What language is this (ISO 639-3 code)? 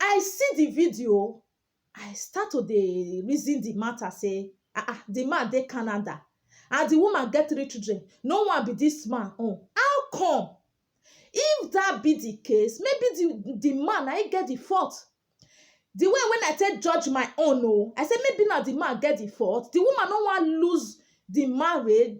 pcm